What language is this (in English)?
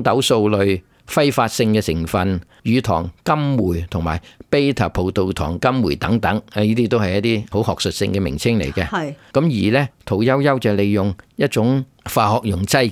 Cantonese